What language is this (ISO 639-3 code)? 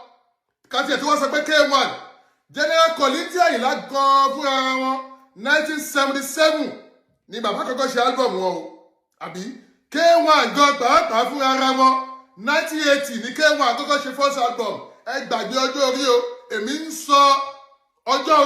yor